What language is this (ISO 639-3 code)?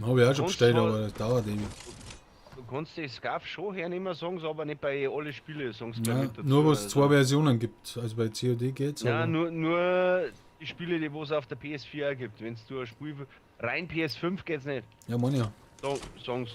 bar